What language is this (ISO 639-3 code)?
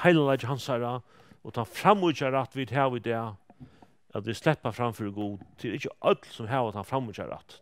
fao